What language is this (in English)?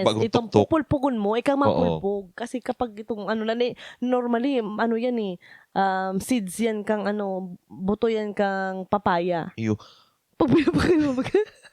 Bikol